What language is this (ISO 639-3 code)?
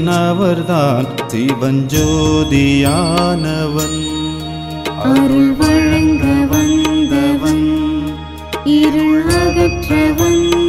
tam